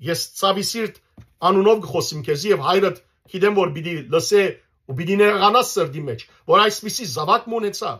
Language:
Western Armenian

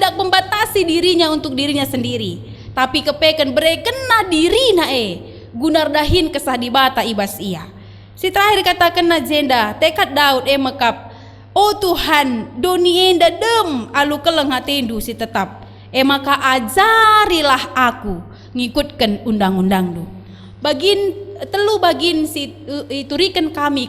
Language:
Batak Karo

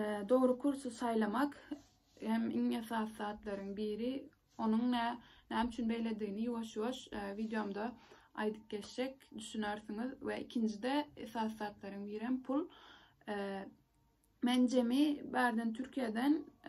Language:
Turkmen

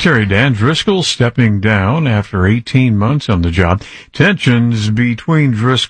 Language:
English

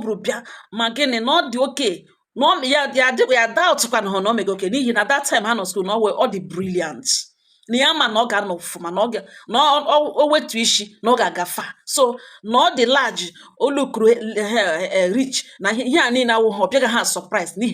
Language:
Igbo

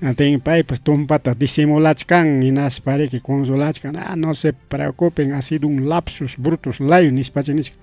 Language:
Ayacucho Quechua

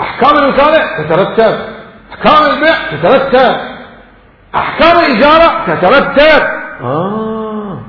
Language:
Mesopotamian Arabic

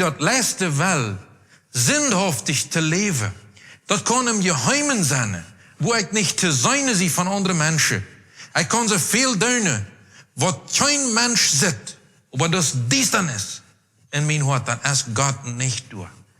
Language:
Plautdietsch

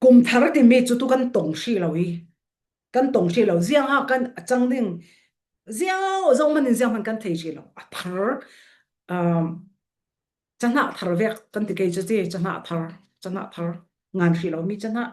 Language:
Falam Chin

